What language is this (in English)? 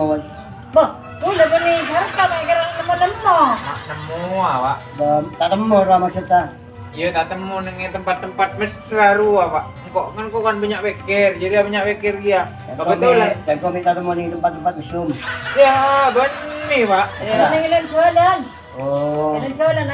Madurese